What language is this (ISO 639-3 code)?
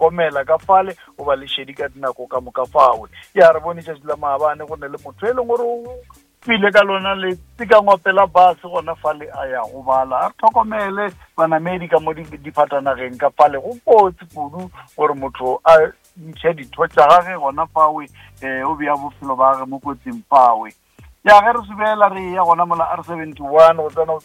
nso